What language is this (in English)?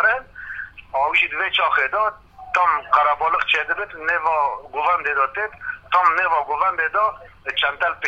Kurdish